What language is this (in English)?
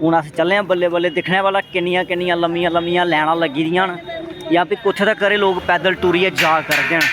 Dogri